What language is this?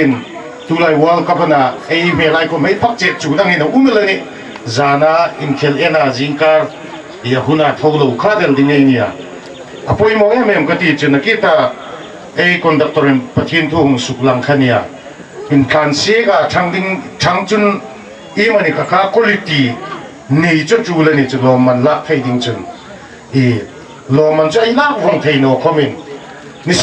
Hmar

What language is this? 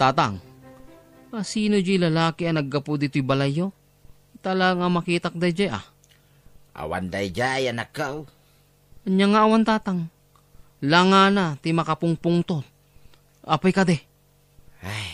Iloko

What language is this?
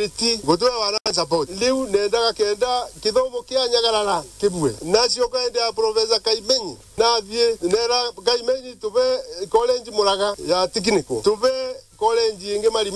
Meru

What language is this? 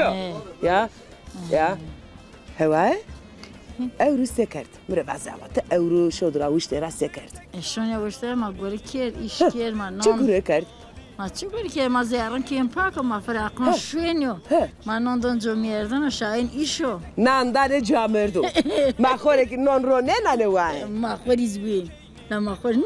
Zaza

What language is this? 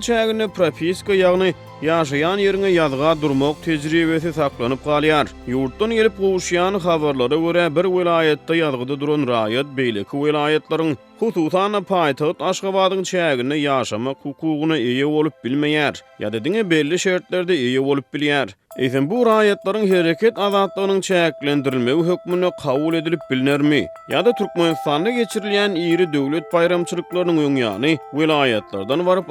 Turkmen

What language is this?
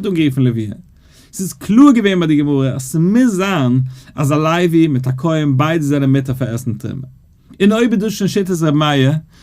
Yiddish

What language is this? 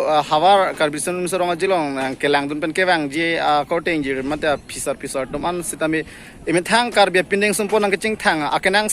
Karbi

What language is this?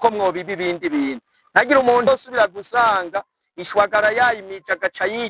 Rundi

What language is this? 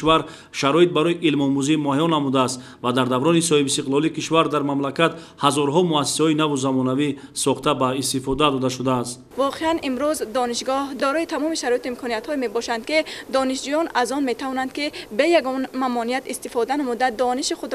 Tajik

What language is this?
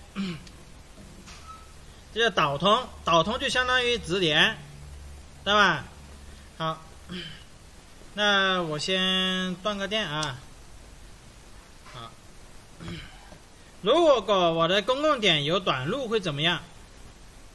Chinese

